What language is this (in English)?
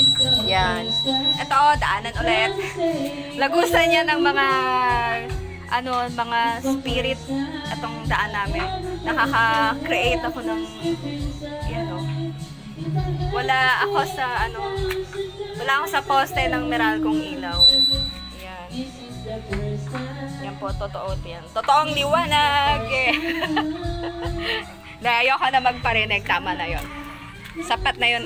Filipino